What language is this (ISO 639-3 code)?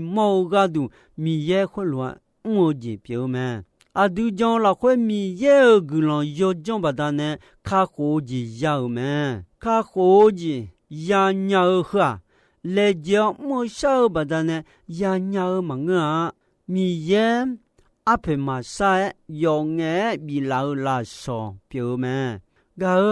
ahk